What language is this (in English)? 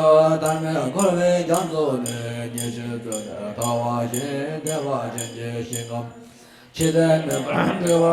Tibetan